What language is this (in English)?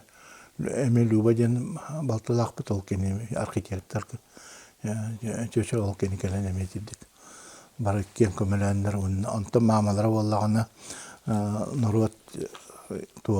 Yakut